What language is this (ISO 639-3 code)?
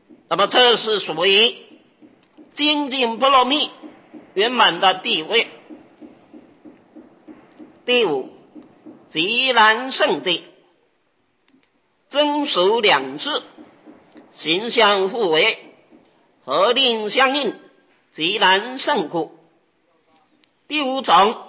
zho